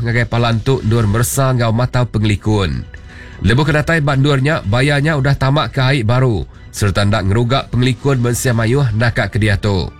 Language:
Iban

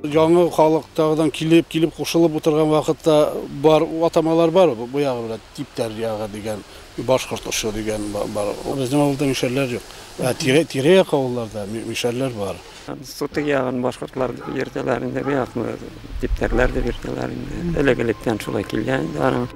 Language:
Bashkir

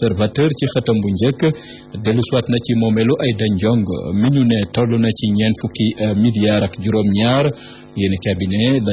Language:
Wolof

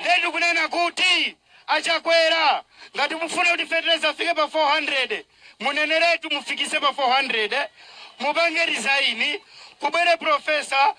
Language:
Nyanja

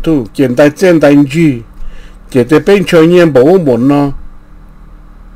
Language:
Vietnamese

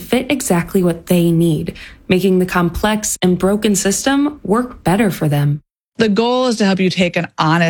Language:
English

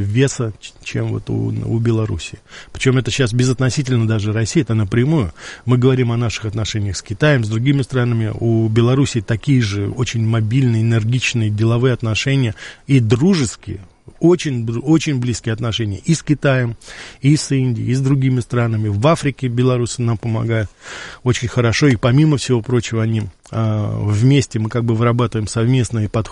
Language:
Russian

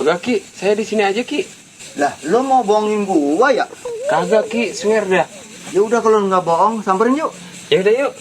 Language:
Betawi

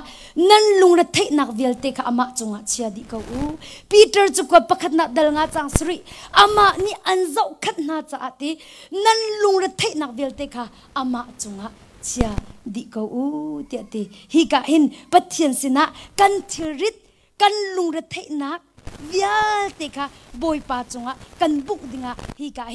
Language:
Hakha Chin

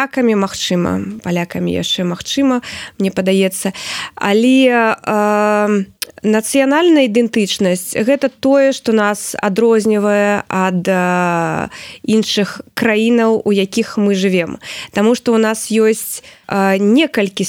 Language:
Belarusian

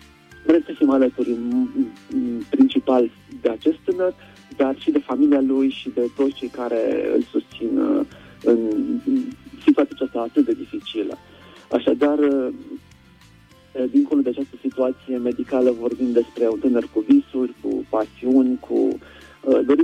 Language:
Romanian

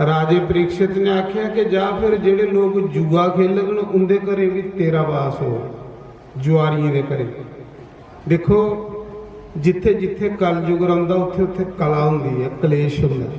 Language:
Dogri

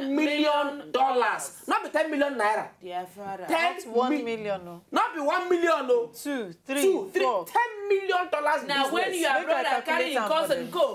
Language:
Nigerian Pidgin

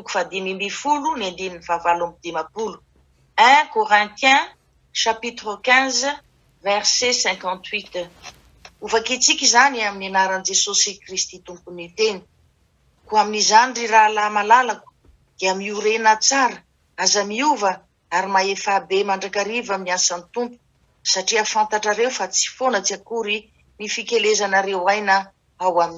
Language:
Malagasy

